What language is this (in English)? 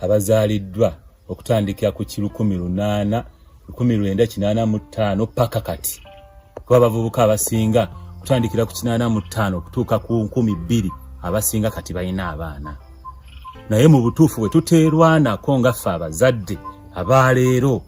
Ganda